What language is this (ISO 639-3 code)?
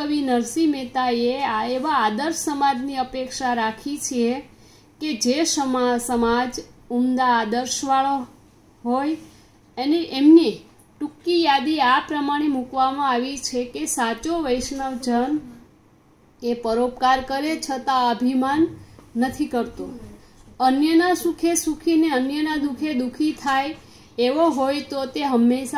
guj